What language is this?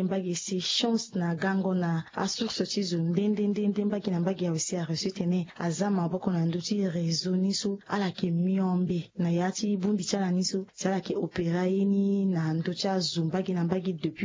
Sango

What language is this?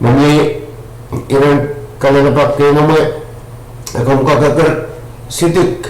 Pohnpeian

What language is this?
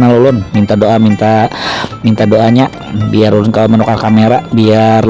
Banjar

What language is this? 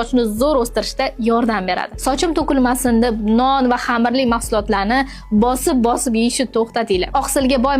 Uzbek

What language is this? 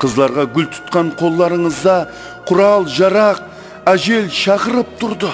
Kara-Kalpak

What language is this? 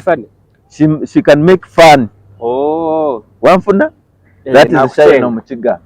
Nyankole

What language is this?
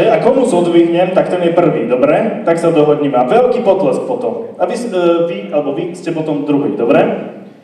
Slovak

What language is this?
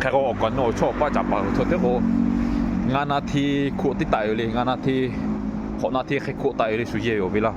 Lahu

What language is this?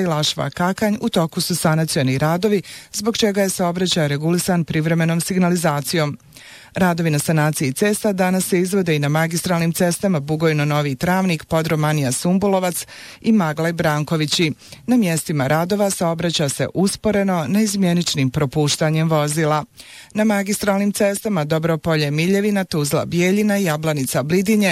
Bosnian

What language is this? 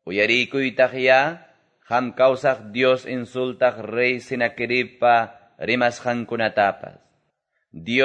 Quechua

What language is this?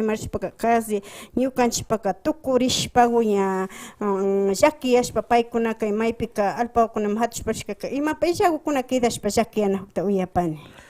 Imbabura Highland Quichua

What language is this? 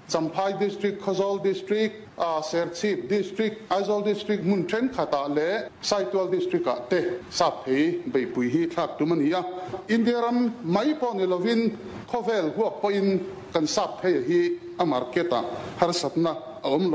Mizo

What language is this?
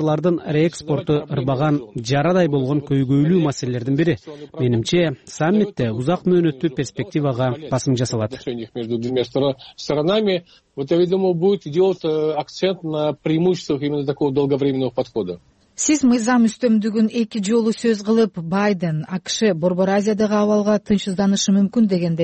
Kyrgyz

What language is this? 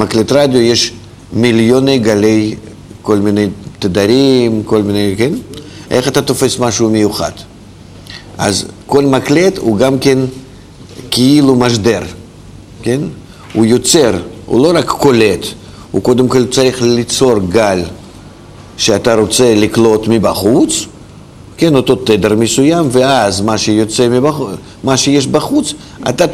Hebrew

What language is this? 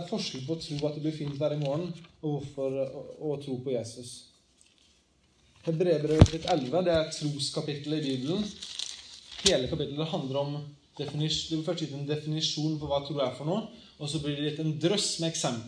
Norwegian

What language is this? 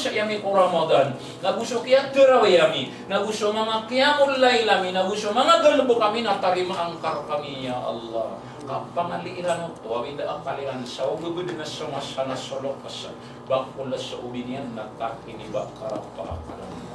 Maranao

